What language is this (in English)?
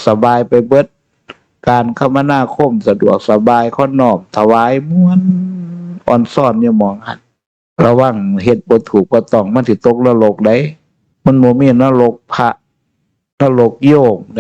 Northeastern Thai